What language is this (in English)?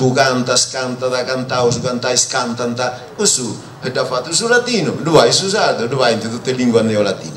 Sardinian